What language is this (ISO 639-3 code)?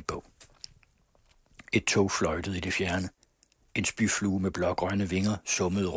dan